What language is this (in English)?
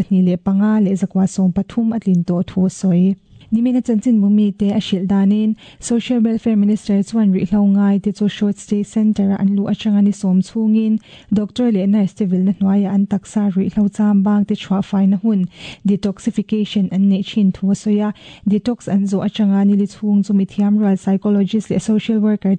Mizo